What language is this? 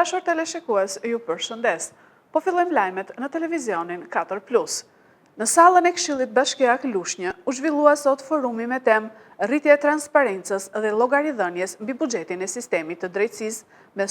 Albanian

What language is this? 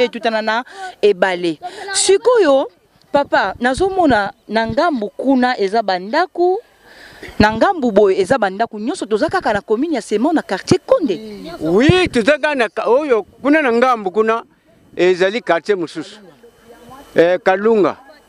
Lingala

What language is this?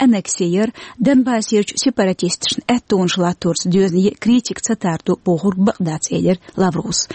Chechen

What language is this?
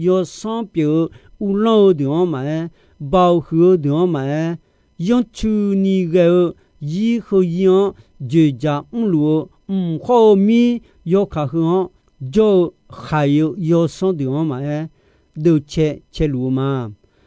Akha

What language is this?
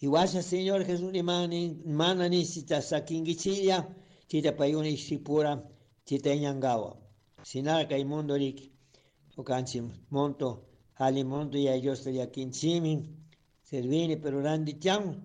Chimborazo Highland Quichua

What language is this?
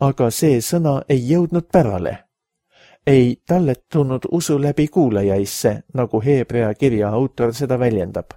Estonian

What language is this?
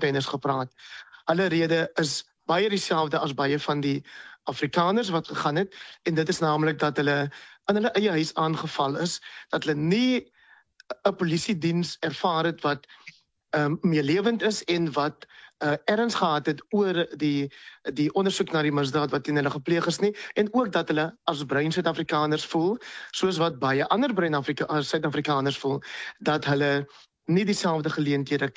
Afrikaans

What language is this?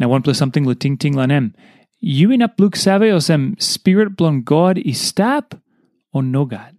Tok Pisin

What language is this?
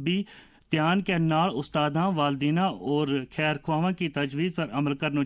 Gujari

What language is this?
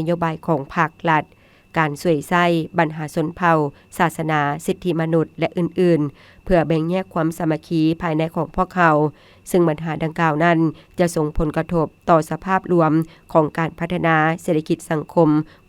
Lao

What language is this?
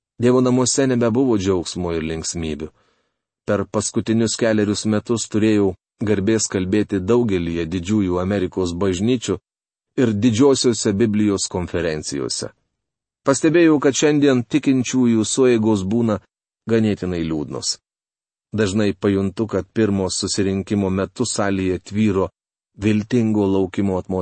Lithuanian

